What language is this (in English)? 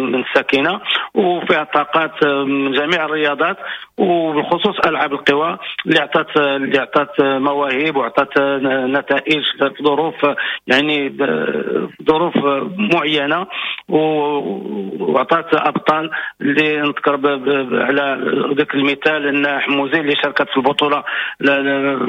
Moroccan Arabic